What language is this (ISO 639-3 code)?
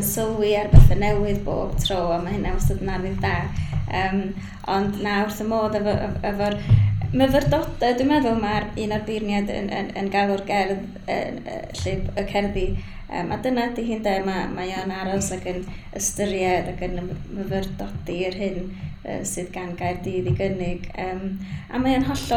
cym